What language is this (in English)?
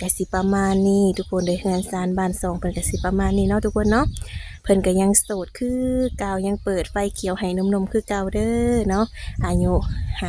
Lao